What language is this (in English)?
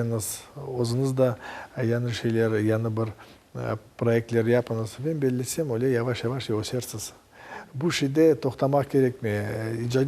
Crimean Tatar